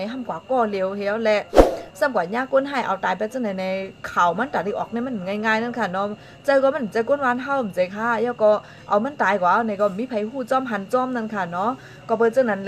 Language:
Shan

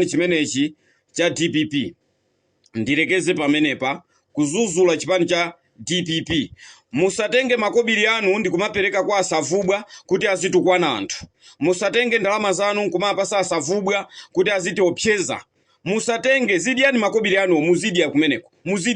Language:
Nyanja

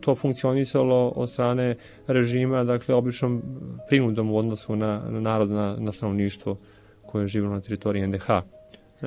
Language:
Serbian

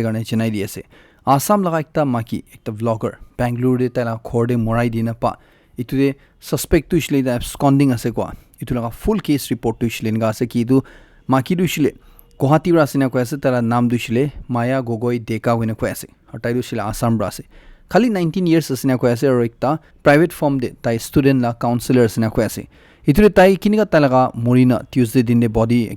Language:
Naga Pidgin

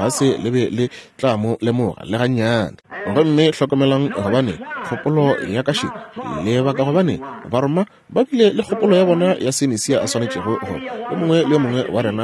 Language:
Northern Sotho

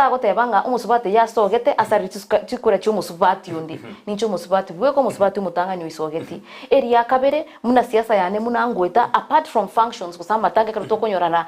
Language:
Gusii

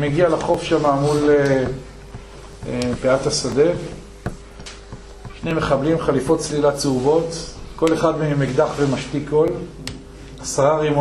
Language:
Hebrew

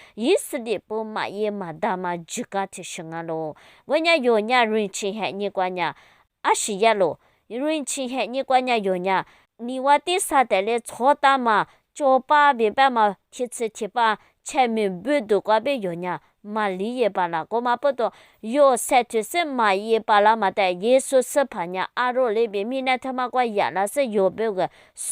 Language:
Lisu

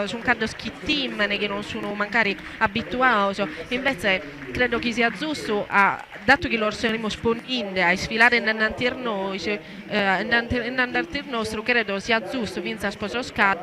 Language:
Sardinian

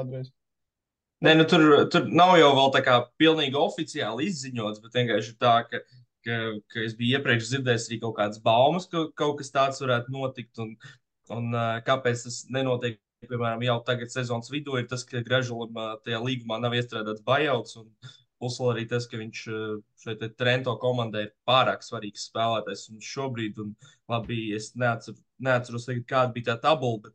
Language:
Latvian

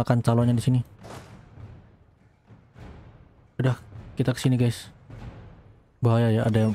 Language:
Indonesian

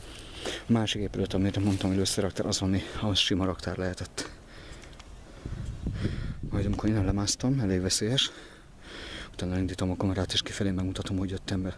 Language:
Hungarian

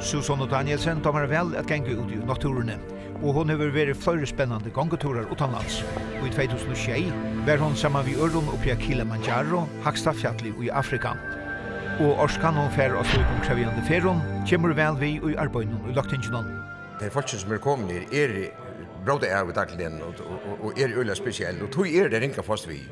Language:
Faroese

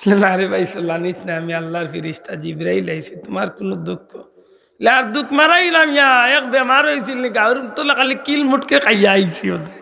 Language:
Sylheti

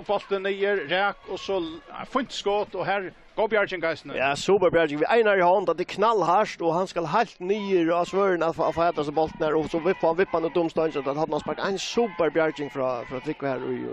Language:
Faroese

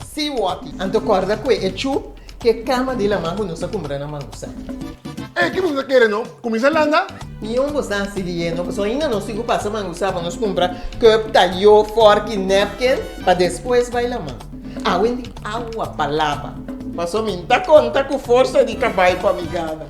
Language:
Papiamento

